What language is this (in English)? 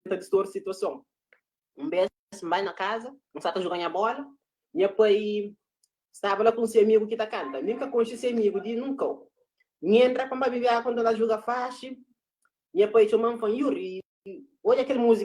Kabuverdianu